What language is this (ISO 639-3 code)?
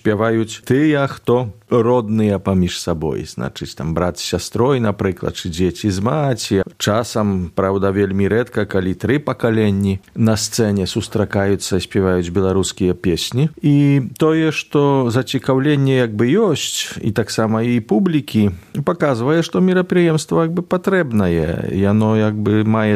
bel